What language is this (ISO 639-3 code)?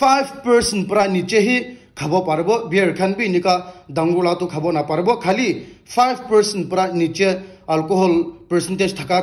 nag